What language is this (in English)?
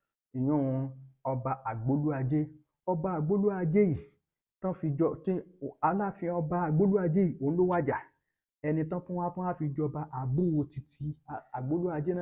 Yoruba